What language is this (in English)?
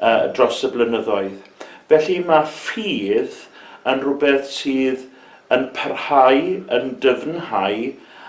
Welsh